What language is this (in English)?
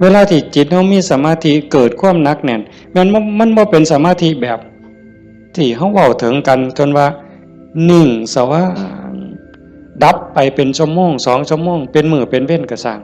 Northeastern Thai